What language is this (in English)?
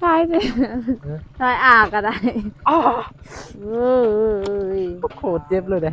Northeastern Thai